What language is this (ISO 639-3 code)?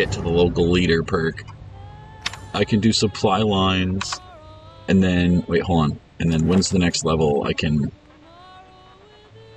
eng